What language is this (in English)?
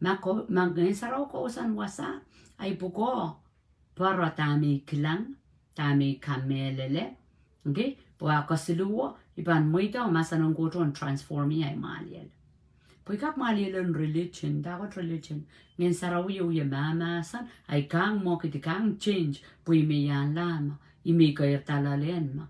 Pohnpeian